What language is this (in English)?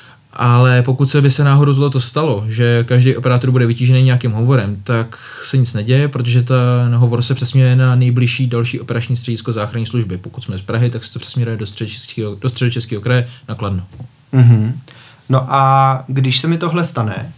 Czech